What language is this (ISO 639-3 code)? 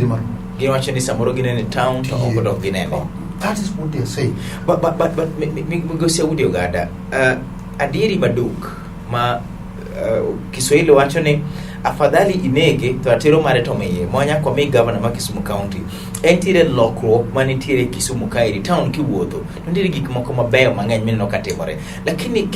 luo